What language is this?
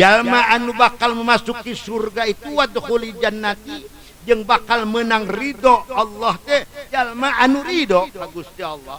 Sundanese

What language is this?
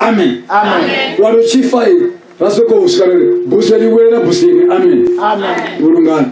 Venda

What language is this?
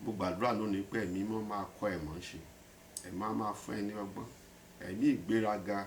Yoruba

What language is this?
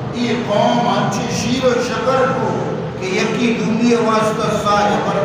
Eastern Balochi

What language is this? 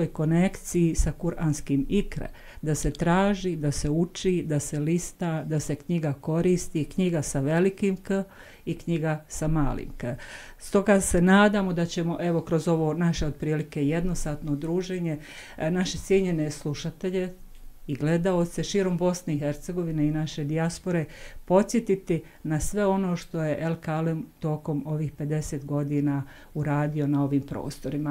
Bosnian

